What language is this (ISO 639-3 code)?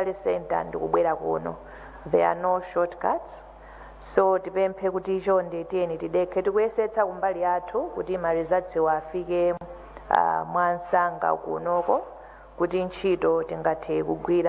nya